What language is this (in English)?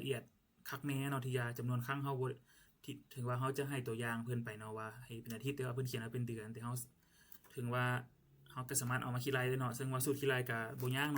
Lao